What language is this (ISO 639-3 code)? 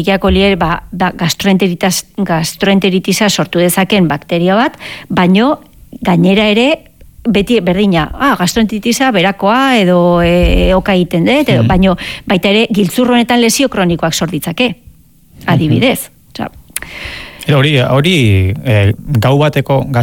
eus